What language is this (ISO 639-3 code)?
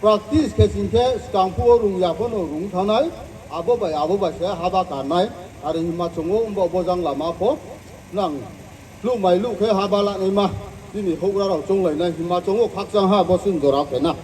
ria